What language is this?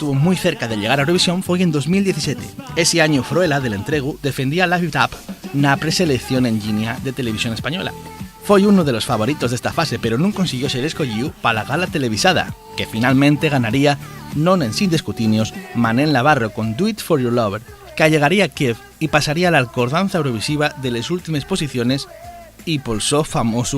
Asturian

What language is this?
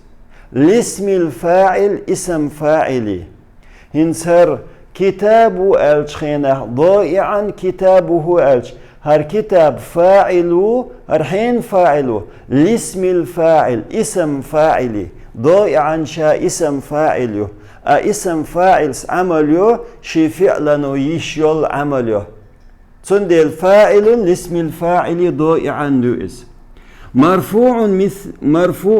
Chechen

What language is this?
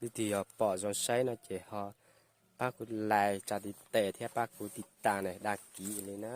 Hmong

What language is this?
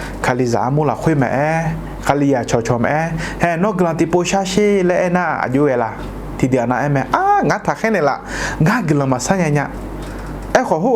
Akha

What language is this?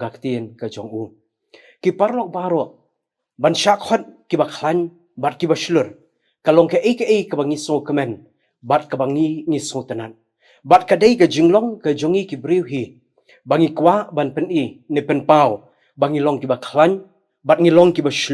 Khasi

